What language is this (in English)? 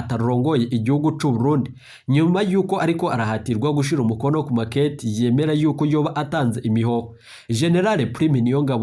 Rundi